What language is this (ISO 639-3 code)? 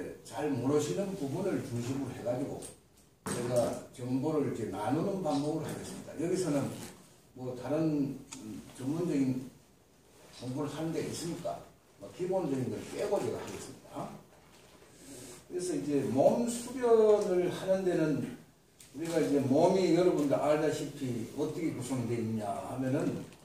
kor